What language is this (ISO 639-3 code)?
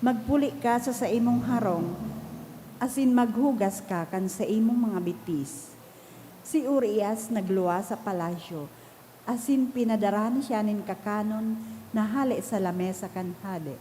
bik